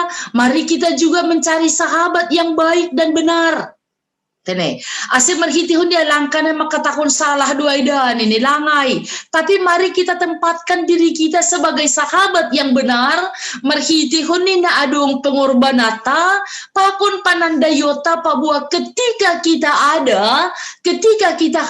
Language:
Batak Simalungun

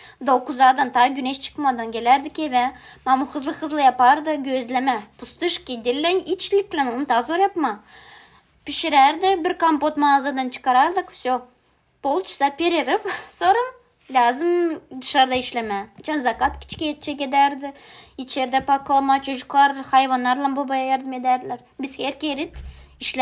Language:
Gagauz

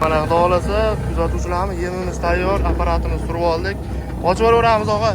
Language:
Uzbek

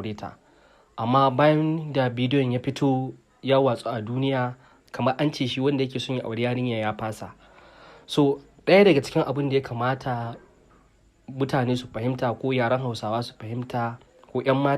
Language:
Hausa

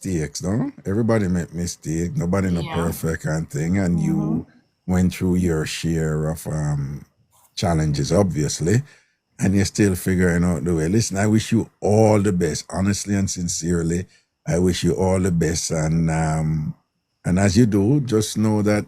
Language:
Jamaican Creole English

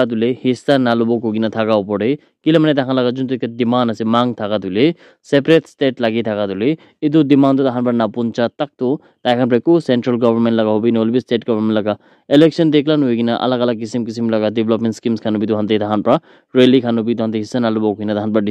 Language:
Naga Pidgin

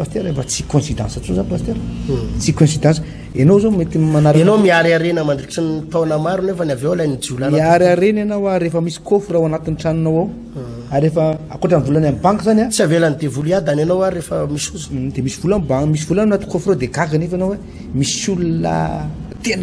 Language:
Malagasy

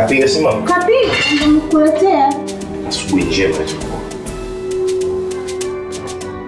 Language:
Swahili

